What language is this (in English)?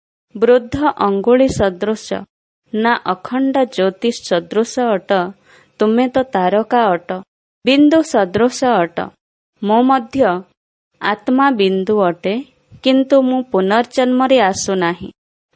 Odia